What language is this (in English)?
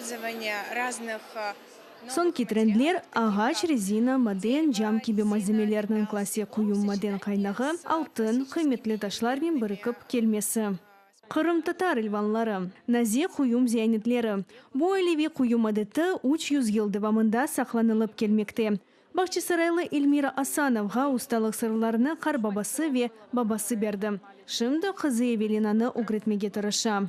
Crimean Tatar